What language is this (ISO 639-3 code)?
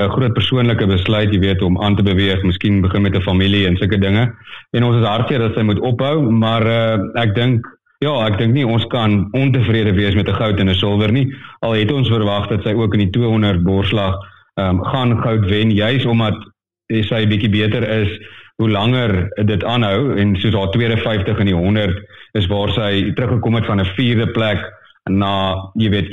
afr